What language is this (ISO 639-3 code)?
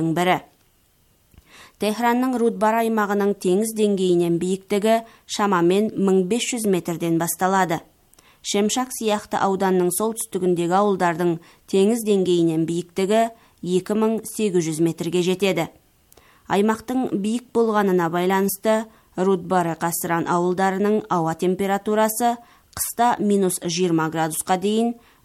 kaz